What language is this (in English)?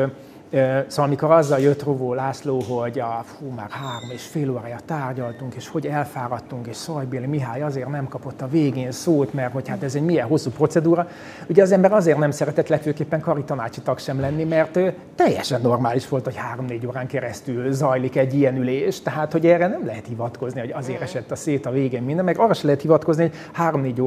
Hungarian